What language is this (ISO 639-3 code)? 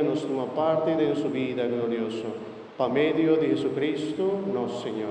pap